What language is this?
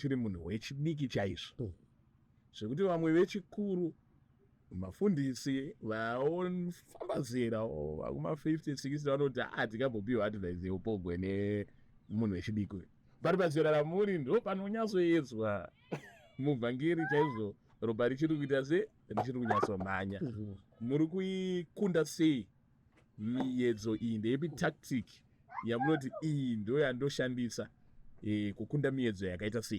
Shona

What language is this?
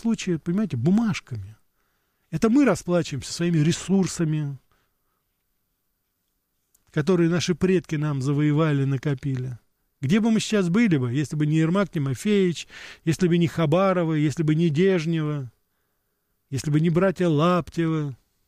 Russian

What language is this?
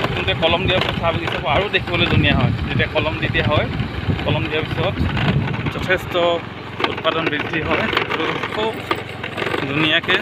Assamese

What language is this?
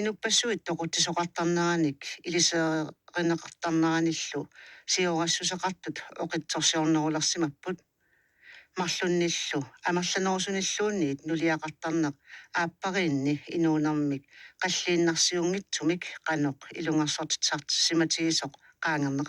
Kalaallisut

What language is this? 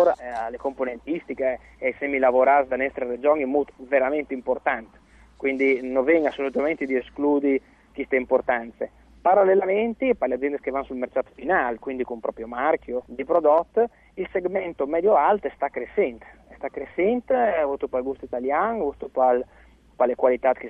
Friulian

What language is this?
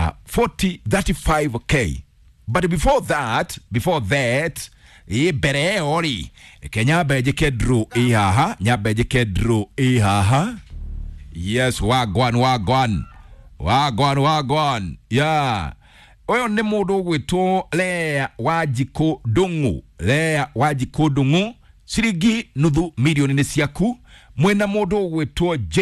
Kikuyu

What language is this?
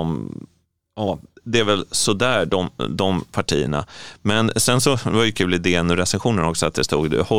Swedish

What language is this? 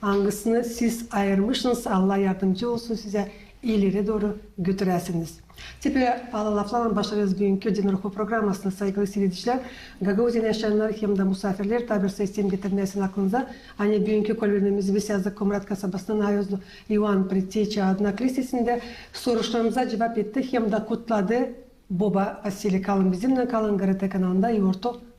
Gagauz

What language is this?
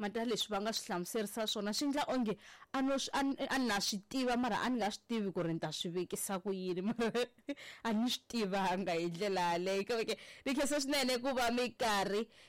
Tsonga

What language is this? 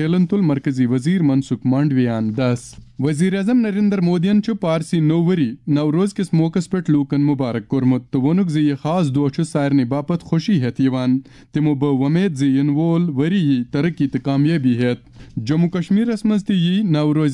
Kashmiri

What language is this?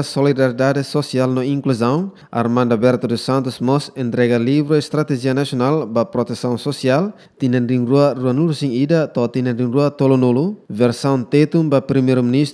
Tetum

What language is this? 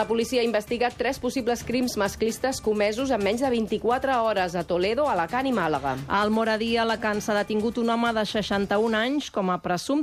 Catalan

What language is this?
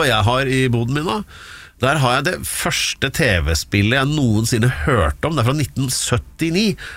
Norwegian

